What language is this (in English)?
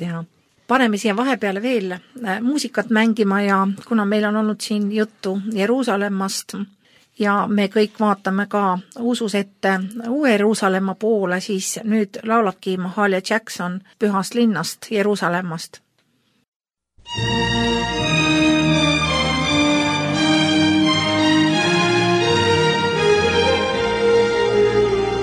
Estonian